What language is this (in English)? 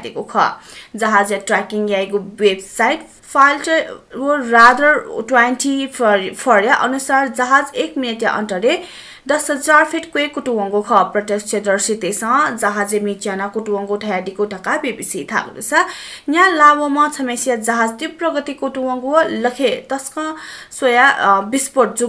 Newari